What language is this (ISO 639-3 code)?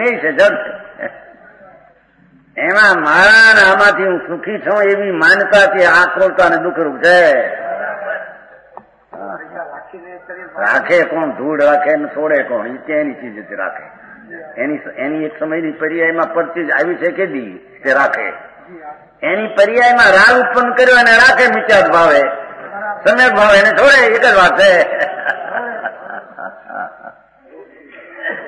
guj